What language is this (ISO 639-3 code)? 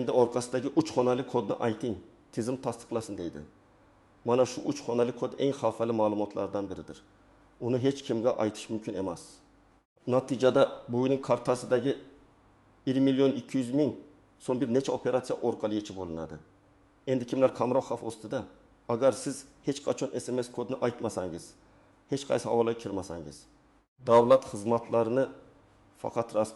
uzb